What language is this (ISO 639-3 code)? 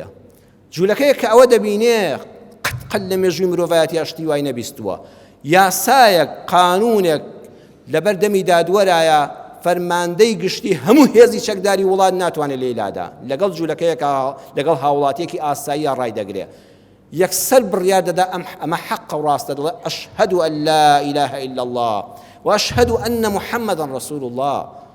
ckb